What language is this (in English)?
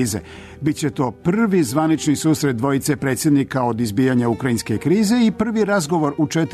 Serbian